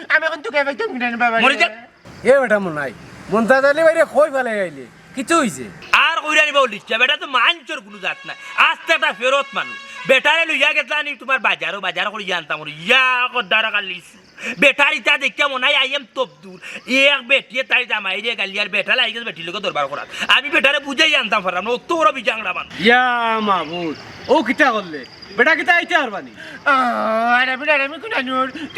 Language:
Sylheti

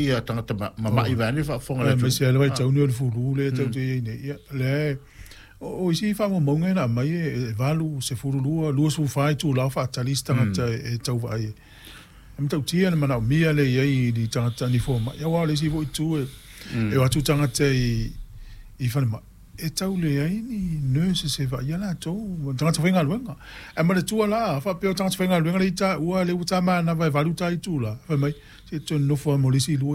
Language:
Samoan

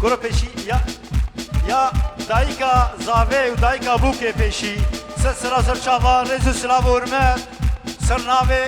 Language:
Kurdish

